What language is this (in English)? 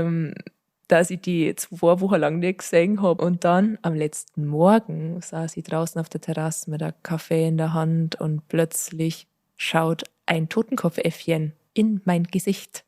Bavarian